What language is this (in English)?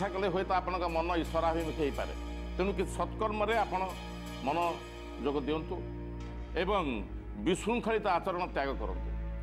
Odia